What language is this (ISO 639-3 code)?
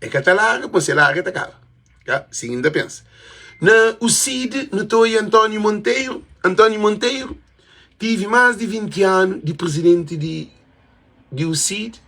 kea